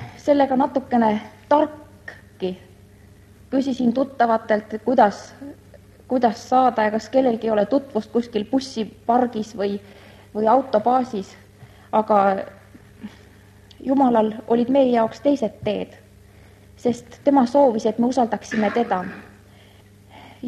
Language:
Estonian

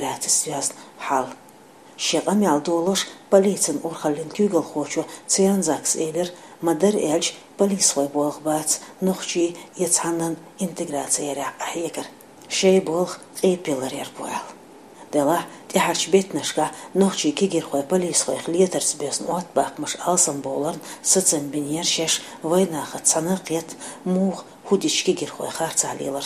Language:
Chechen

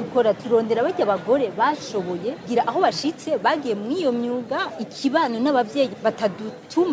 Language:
Rundi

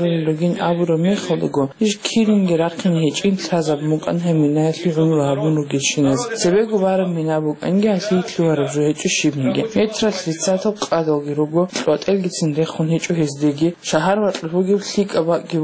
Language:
Avaric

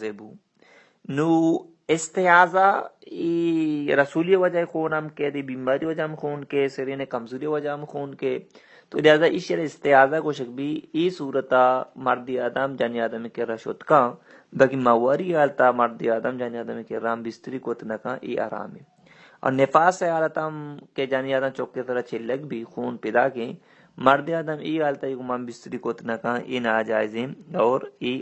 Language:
Baluchi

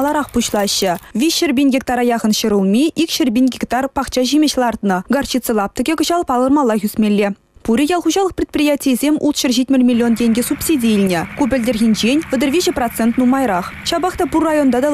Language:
Chuvash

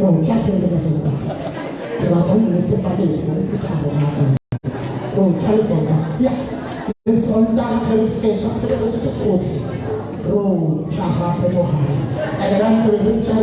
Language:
Tswana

